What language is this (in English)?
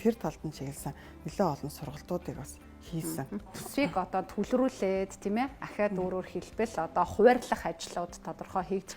Mongolian